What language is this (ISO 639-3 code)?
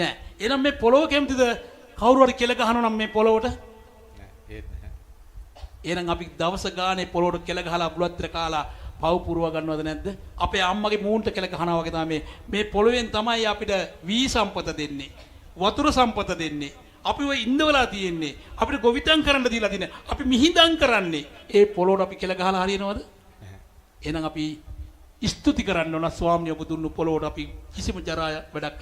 sin